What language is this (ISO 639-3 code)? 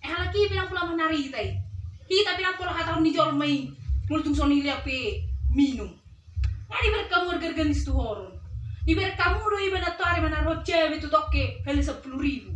bbc